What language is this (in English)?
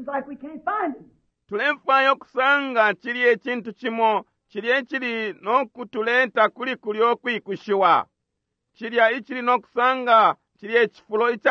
Bemba